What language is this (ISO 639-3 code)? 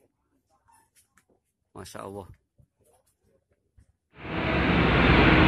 ind